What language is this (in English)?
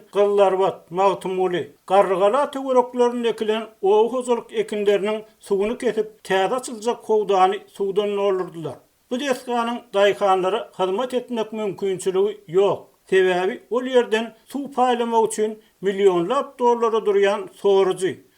Turkmen